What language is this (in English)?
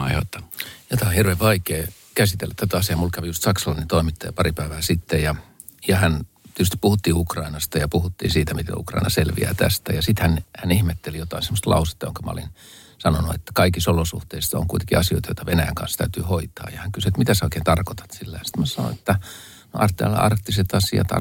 Finnish